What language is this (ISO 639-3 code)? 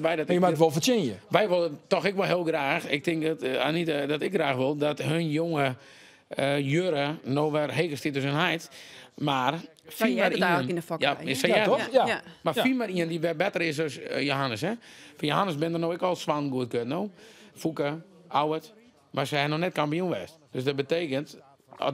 fry